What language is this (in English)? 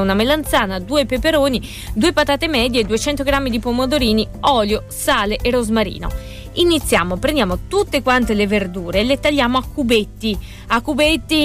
Italian